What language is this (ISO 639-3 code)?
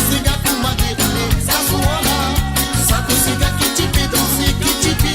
mfe